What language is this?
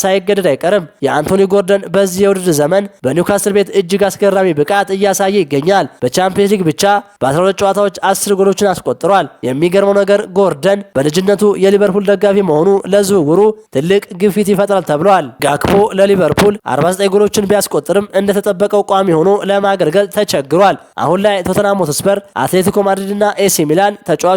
Amharic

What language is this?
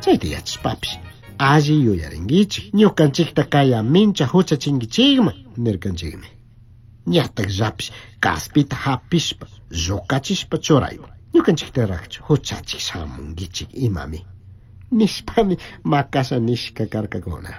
Chimborazo Highland Quichua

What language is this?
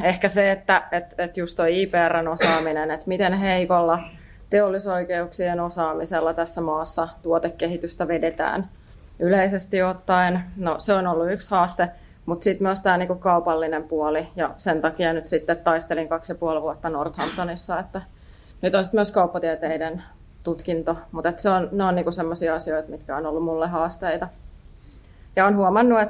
Finnish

